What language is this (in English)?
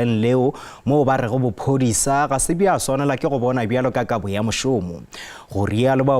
Northern Sotho